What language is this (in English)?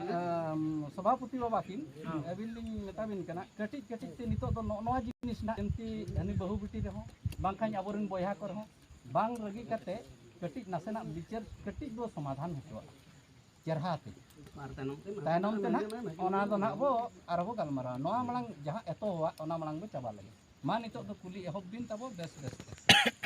Santali